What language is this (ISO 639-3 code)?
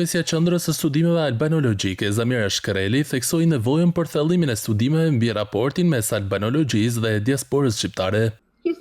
sqi